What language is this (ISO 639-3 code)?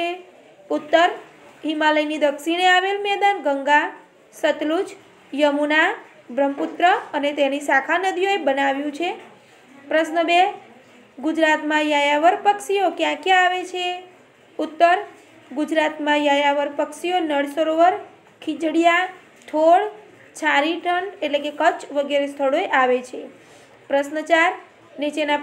guj